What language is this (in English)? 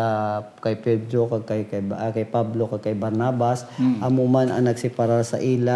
Hiligaynon